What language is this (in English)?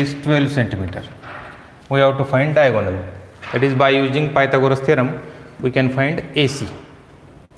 Marathi